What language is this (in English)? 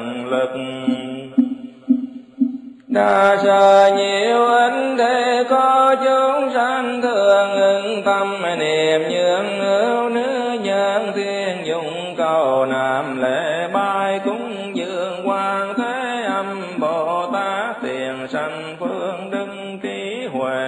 Vietnamese